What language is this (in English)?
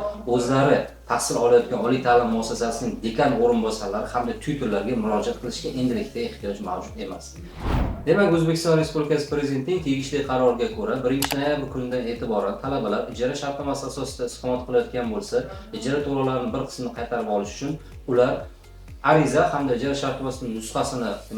Uzbek